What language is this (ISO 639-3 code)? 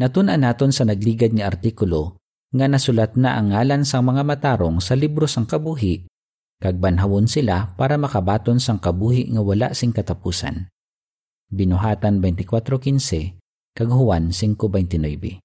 hil